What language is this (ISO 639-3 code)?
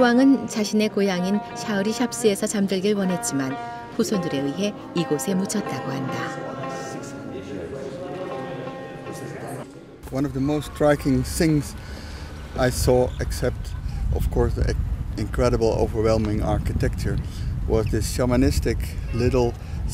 kor